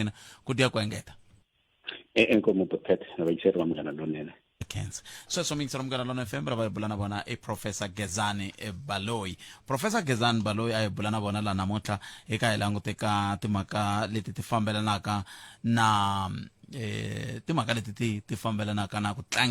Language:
Tsonga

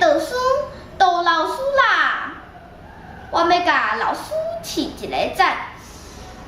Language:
Min Nan Chinese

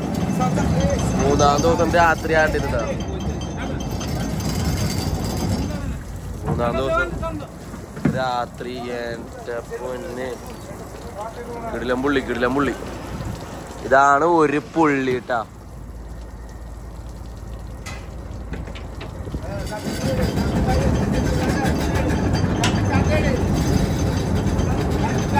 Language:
Malayalam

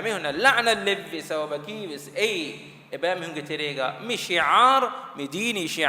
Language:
Divehi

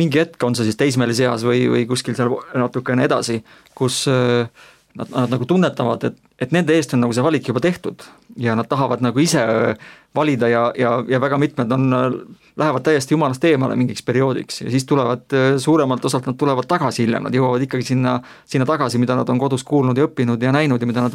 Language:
Estonian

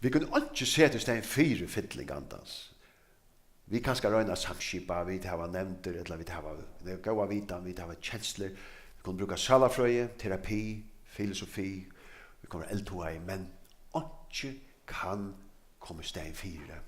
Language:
Faroese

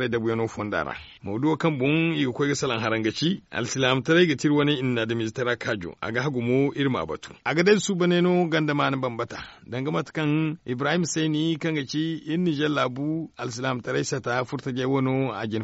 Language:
Zarma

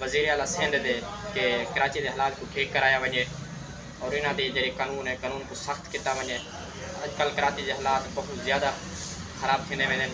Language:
Saraiki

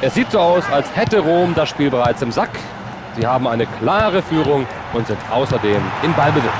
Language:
Bavarian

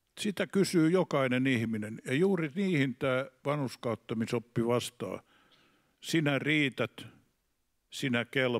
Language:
Finnish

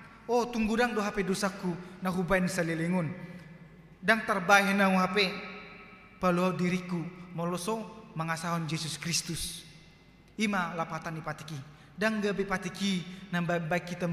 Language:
Batak Toba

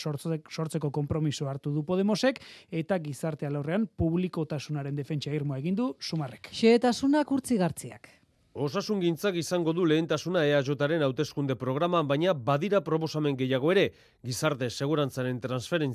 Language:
Basque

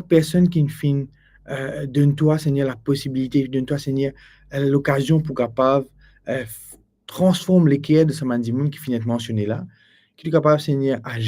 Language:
Morisyen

